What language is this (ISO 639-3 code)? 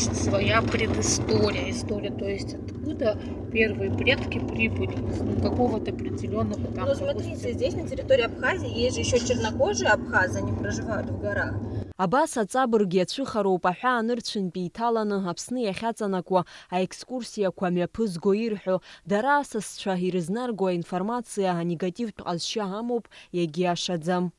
abk